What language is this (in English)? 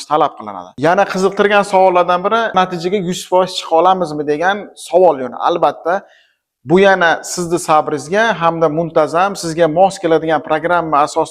Uzbek